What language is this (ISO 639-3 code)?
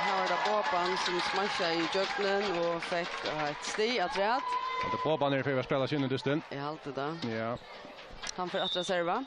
fao